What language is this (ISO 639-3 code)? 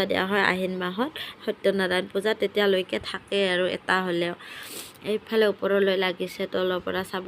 asm